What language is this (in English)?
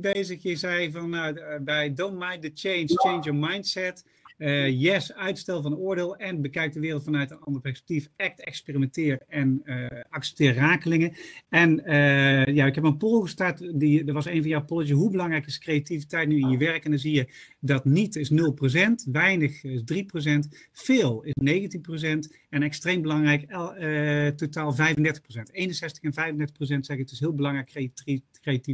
Dutch